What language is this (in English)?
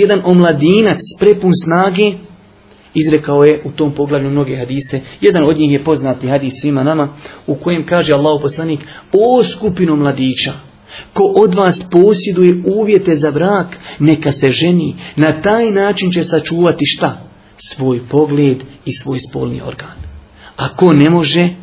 Bosnian